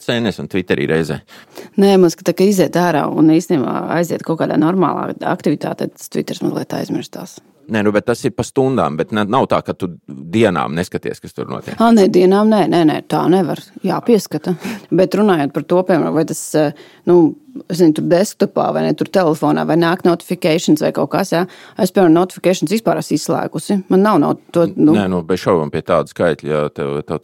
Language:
Latvian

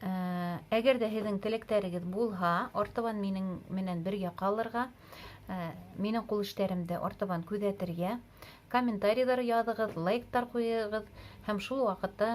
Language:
Bashkir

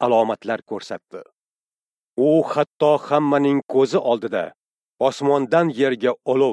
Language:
Uzbek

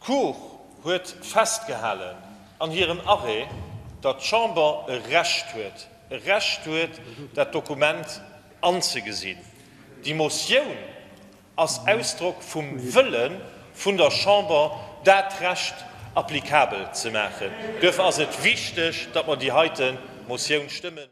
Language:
Luxembourgish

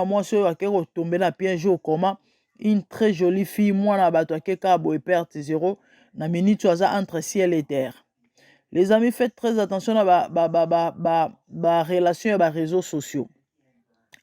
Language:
Lingala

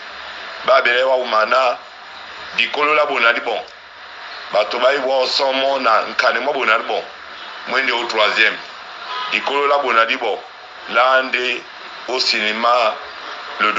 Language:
Duala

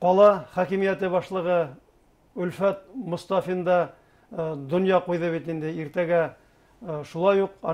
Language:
Bashkir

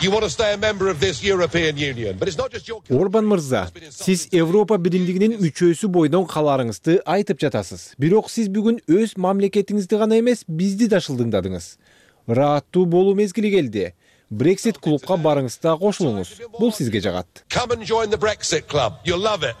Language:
Kyrgyz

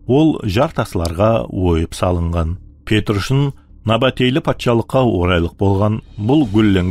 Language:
Kara-Kalpak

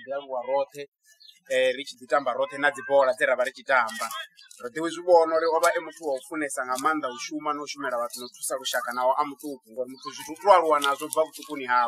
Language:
Venda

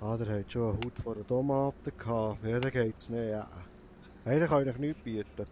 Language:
Swiss German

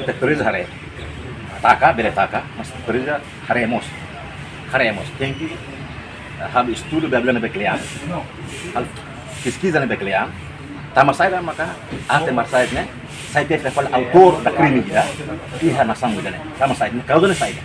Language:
Tetum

